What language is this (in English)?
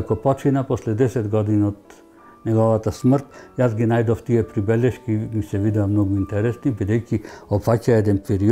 Macedonian